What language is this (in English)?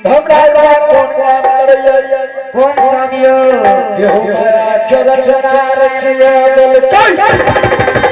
Angika